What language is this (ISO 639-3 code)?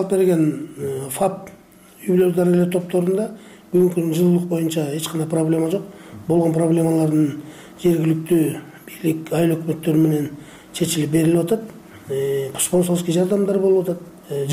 kir